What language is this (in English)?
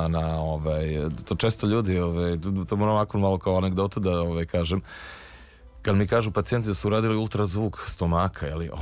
Serbian